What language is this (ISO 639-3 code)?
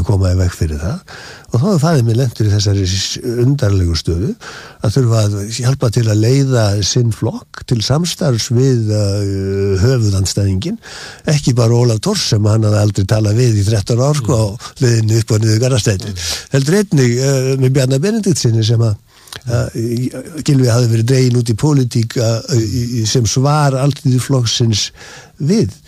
isl